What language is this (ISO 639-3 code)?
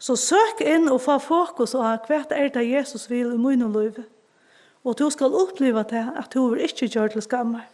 fao